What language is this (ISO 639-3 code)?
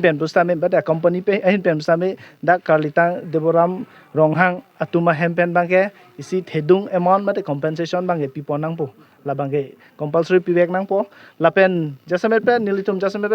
mjw